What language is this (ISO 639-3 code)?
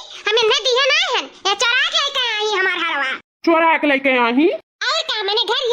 awa